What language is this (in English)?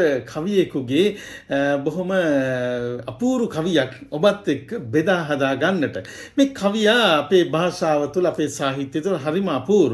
Sinhala